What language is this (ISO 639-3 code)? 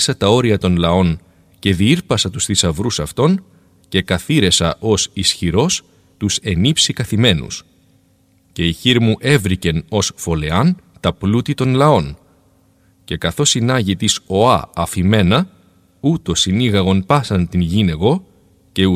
ell